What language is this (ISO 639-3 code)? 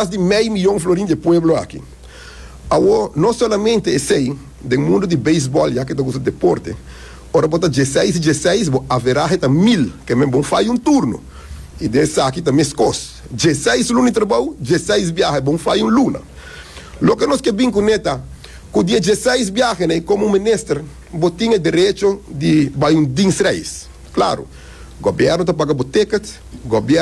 pap